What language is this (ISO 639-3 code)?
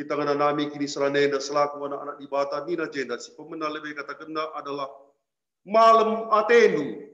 btx